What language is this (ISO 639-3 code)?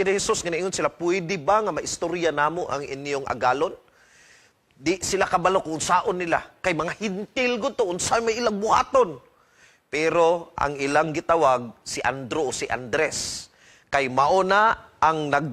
ceb